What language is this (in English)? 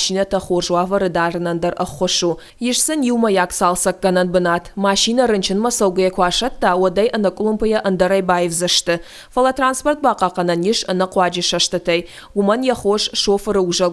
Ossetic